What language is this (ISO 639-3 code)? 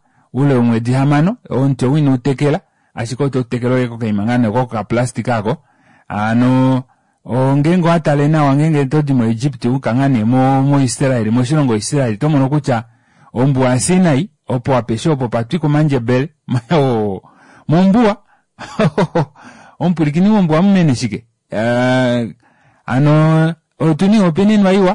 kua